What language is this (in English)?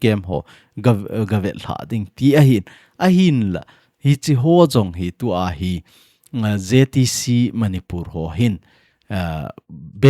Thado Chin